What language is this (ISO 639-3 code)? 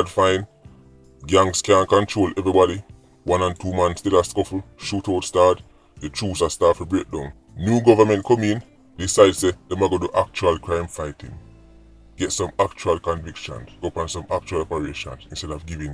jam